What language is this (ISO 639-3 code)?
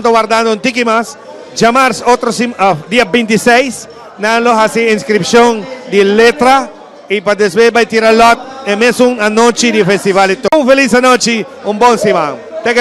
pap